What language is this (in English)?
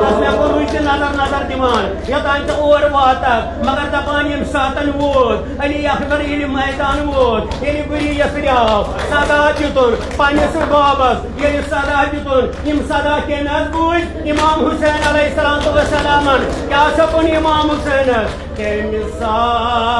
Kashmiri